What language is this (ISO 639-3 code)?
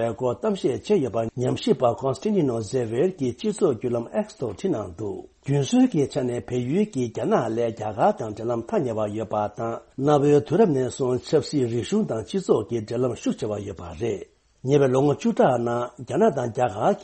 bod